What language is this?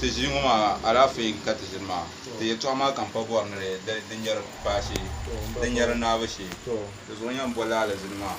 Dagbani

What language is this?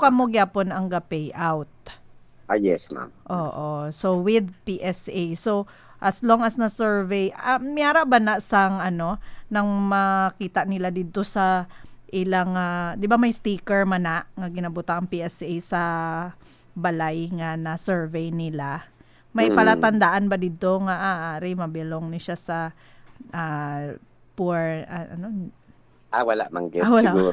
Hiligaynon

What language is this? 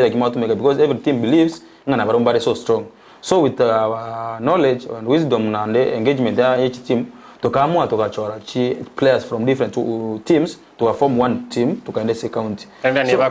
Gusii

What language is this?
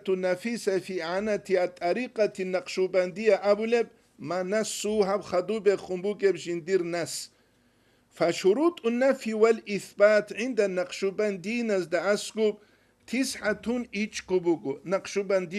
Avaric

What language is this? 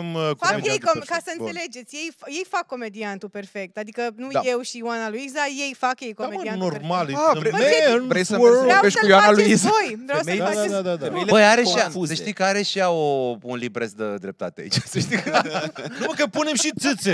Romanian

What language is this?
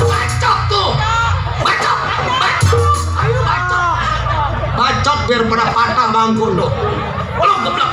Betawi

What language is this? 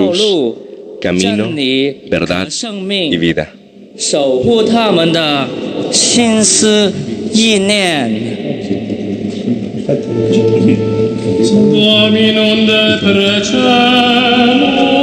Spanish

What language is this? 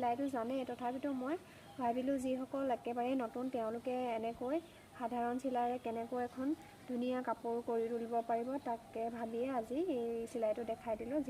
Assamese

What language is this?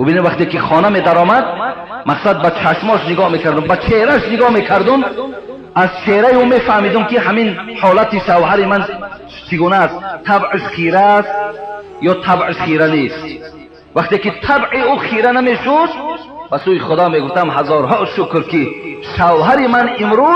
Tajik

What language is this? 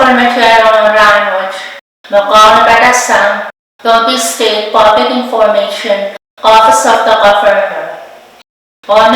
Pohnpeian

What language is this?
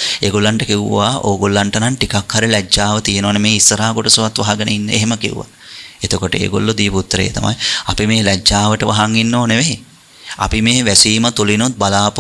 Sinhala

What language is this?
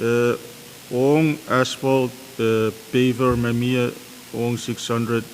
Pohnpeian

